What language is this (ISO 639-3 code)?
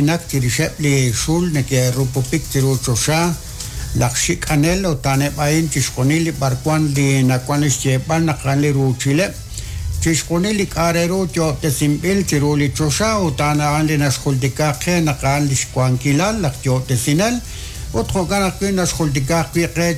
kek